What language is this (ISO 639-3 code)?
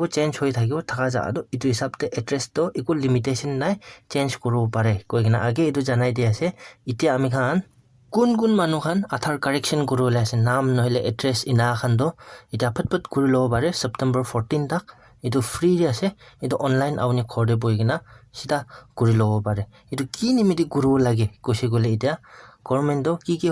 nag